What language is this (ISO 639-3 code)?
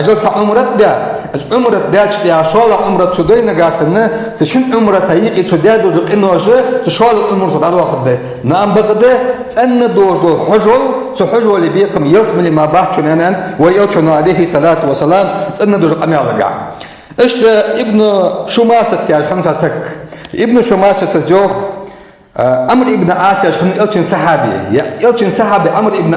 inh